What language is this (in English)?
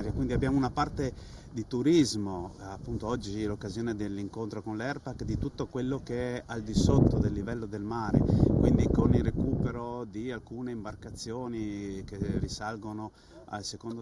Italian